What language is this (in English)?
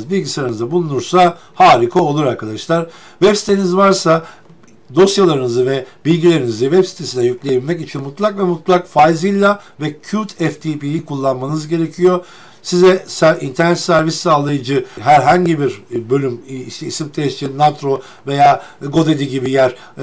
Turkish